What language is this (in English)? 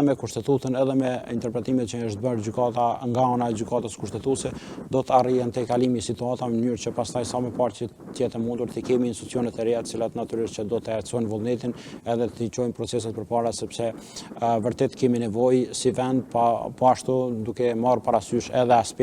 Albanian